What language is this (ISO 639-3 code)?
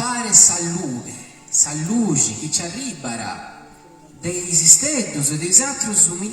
srd